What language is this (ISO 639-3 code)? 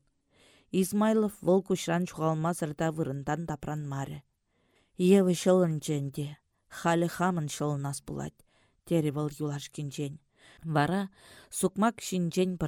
chv